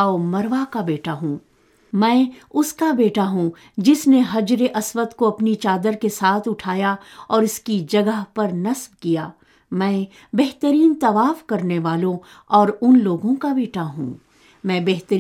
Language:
Urdu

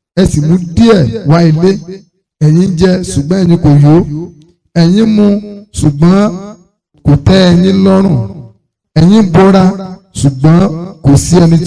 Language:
Yoruba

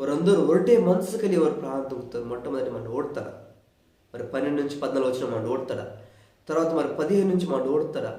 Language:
Koya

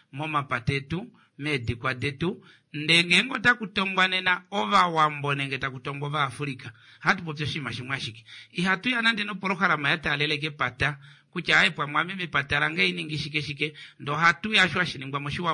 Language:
Kuanyama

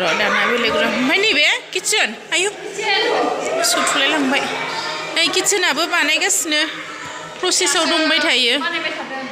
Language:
Bodo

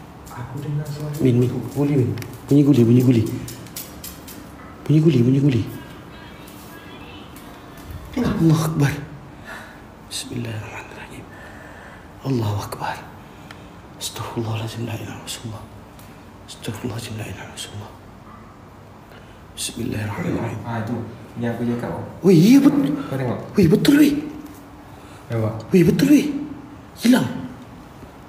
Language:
Malay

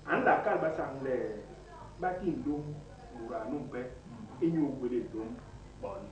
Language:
Basaa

